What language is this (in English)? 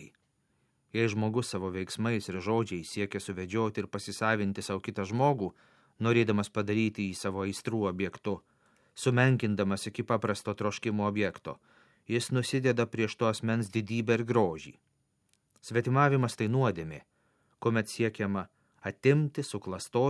Lithuanian